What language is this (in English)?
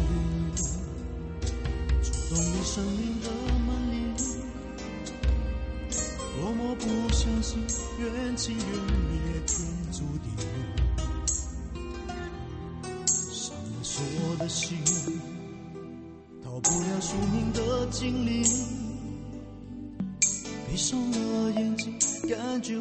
Chinese